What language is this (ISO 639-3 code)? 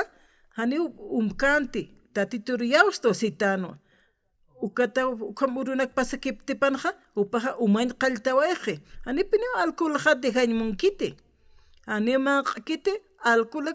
aym